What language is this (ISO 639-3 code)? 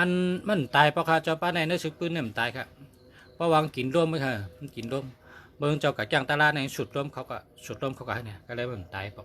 shn